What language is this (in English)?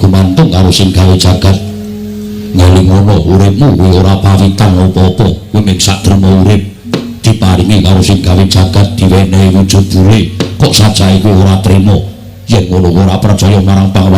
Javanese